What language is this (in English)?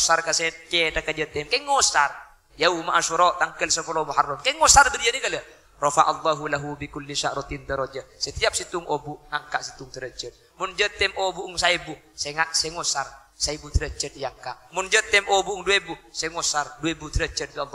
Madurese